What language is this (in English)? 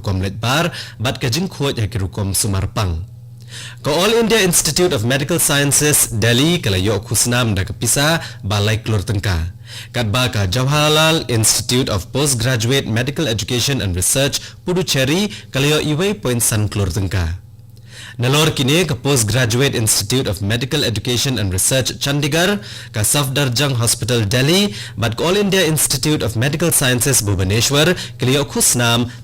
Khasi